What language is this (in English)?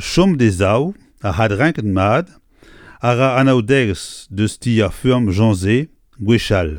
Breton